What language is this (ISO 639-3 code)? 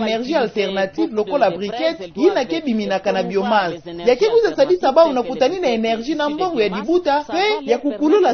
ktu